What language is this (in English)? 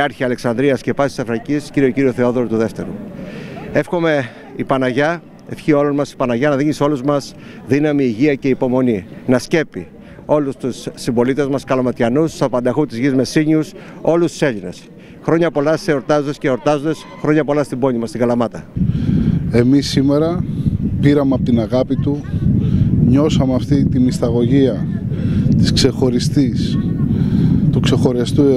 Greek